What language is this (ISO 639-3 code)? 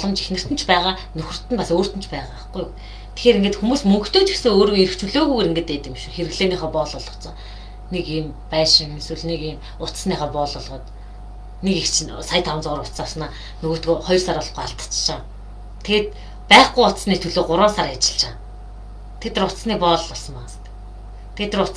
mon